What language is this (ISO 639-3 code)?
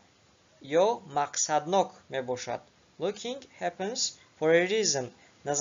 tgk